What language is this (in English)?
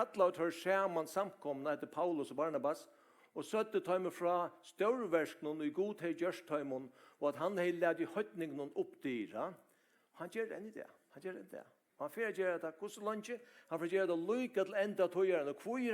Faroese